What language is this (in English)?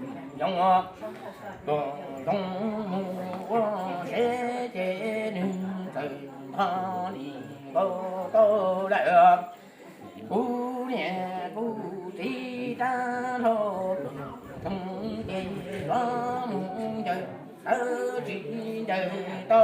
Hmong